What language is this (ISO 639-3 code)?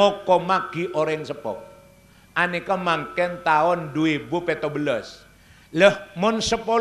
mad